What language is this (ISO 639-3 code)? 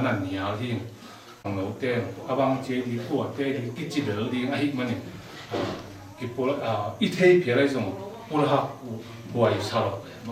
ctd